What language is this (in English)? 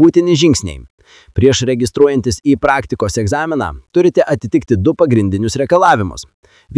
Lithuanian